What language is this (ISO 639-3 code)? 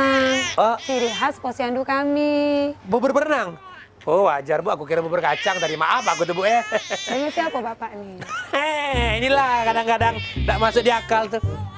mui